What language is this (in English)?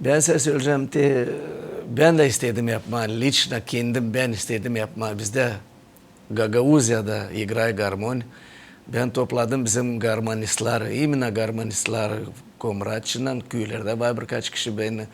Gagauz